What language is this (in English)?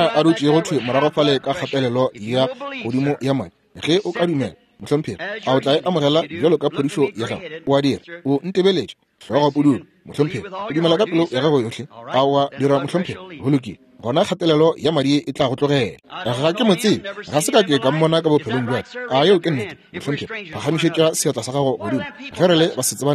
Northern Sotho